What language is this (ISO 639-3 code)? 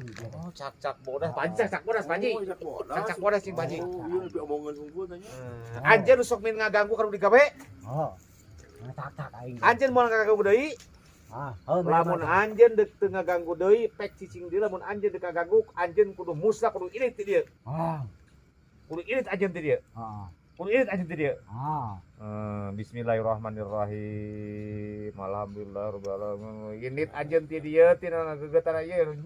sun